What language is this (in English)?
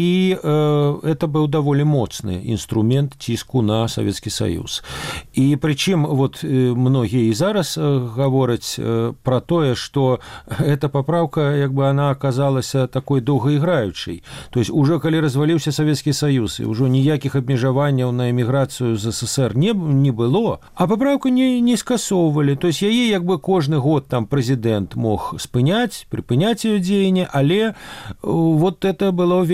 Belarusian